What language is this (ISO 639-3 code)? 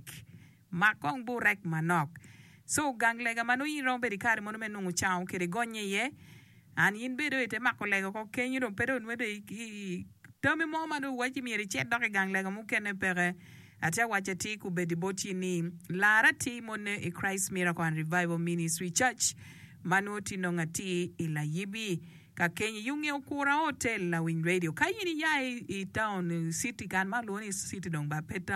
ach